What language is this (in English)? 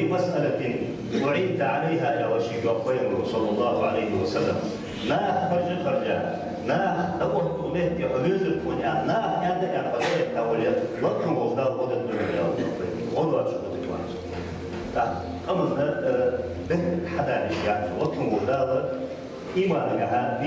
Ingush